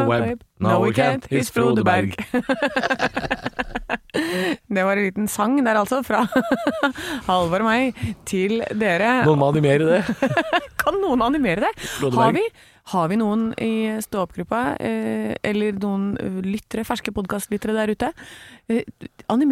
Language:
Norwegian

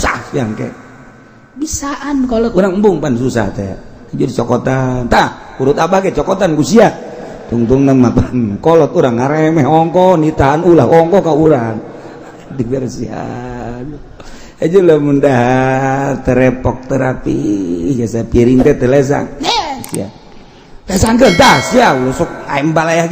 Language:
Sundanese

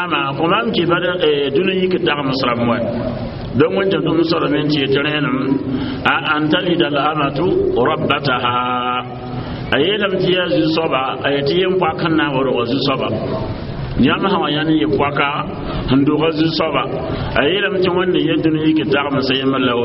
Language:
Mossi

